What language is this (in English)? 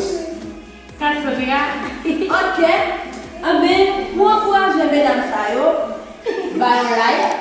Haitian Creole